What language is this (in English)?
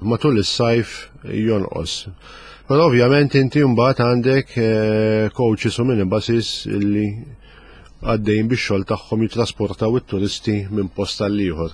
Maltese